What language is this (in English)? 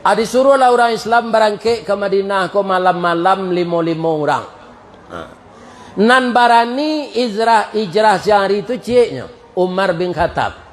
Minangkabau